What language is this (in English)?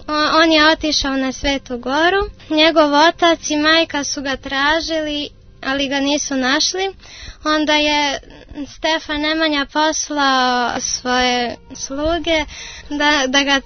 Serbian